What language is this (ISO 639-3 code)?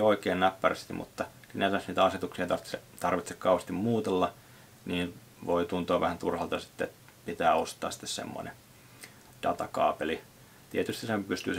fin